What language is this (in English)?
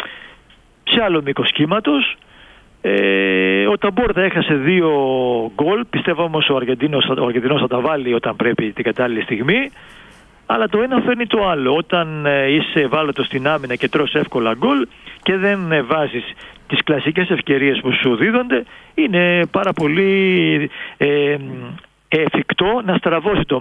Greek